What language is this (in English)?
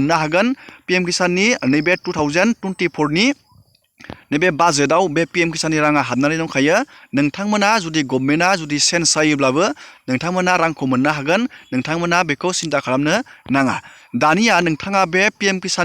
Bodo